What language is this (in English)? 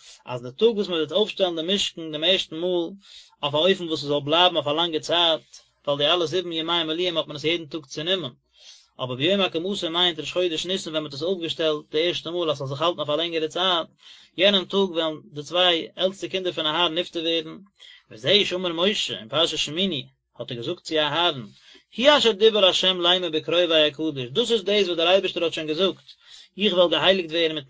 Yiddish